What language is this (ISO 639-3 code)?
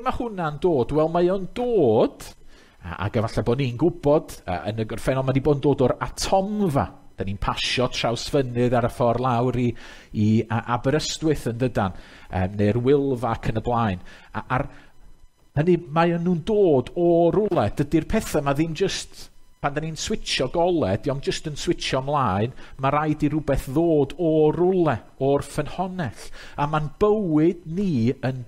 cym